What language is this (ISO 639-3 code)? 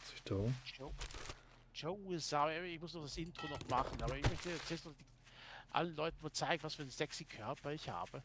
gsw